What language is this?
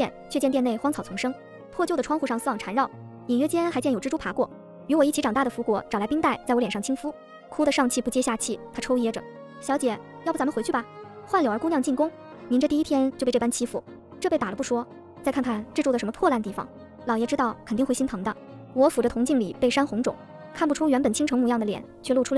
Chinese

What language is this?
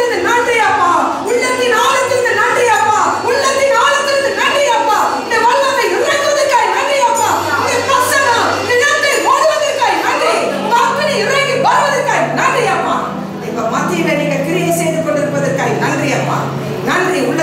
Tamil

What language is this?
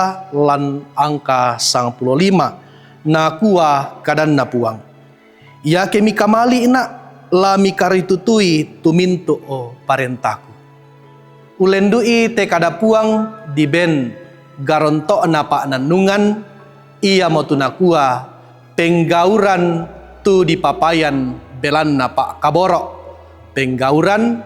Toraja-Sa'dan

